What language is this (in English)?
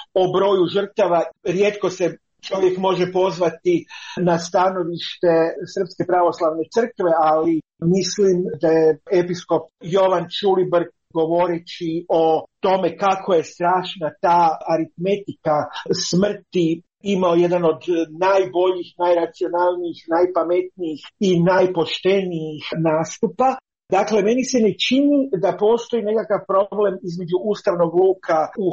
Croatian